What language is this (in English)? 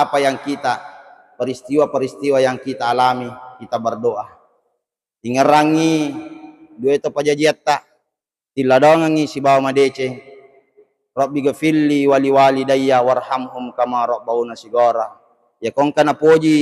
Buginese